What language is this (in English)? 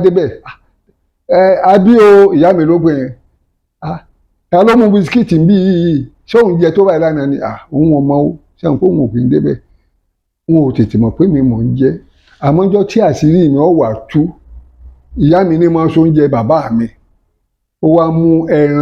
Yoruba